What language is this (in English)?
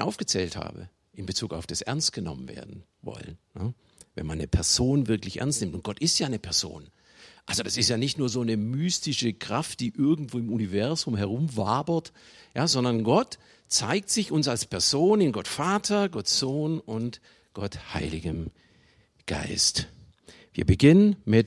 German